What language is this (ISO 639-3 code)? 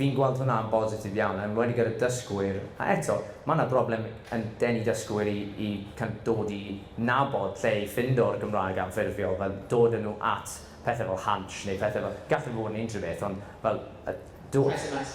cym